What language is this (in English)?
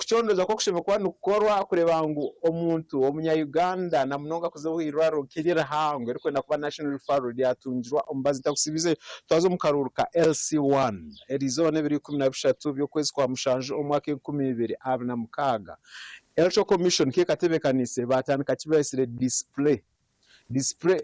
Nyankole